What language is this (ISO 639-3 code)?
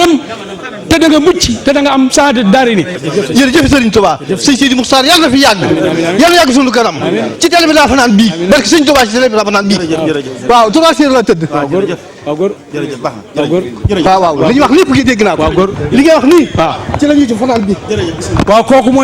wol